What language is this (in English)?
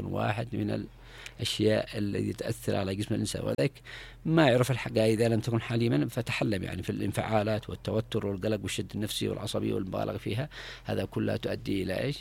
Arabic